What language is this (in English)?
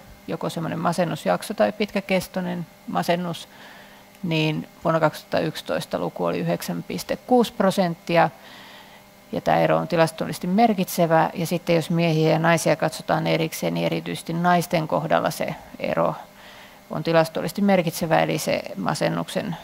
Finnish